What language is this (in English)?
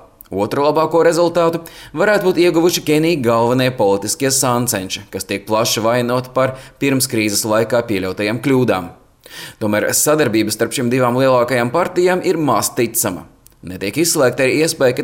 Latvian